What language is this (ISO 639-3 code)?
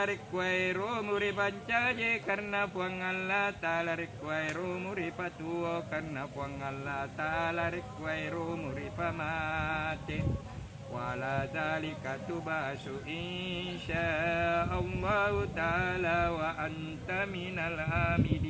bug